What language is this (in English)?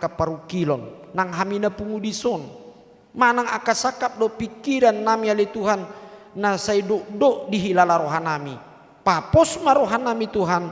Batak Toba